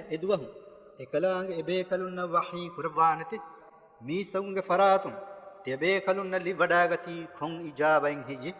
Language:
Divehi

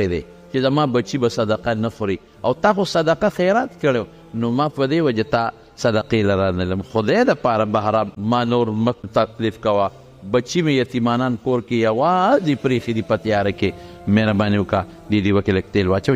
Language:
Pashto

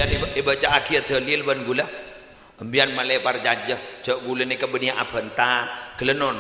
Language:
Madurese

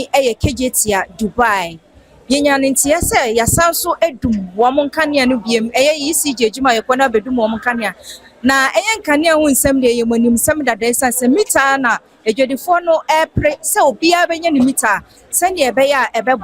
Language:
Akan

